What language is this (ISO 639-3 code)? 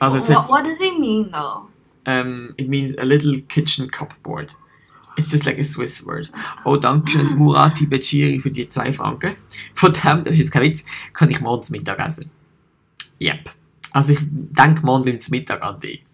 gsw